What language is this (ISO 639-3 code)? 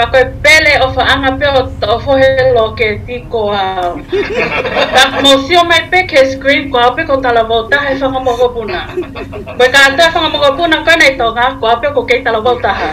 ton